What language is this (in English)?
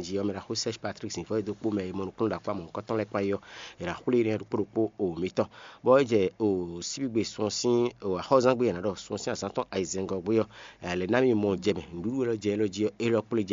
Fon